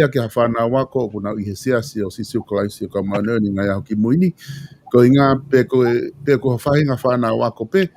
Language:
Tongan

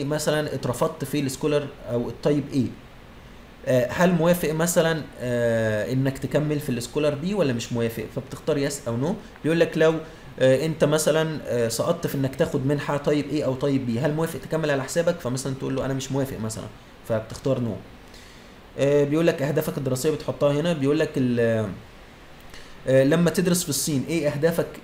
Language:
Egyptian Arabic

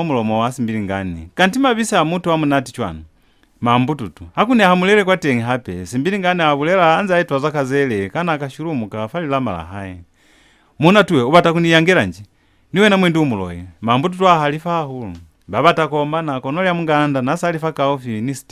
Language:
Lozi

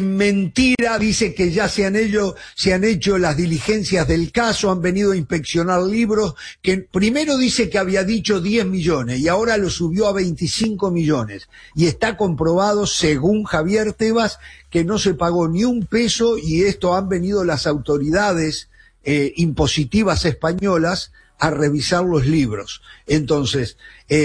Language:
Spanish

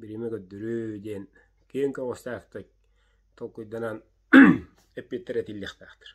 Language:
Yakut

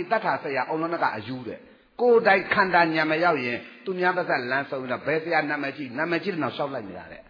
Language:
Burmese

